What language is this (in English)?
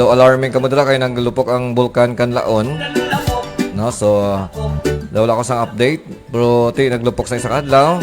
Hiligaynon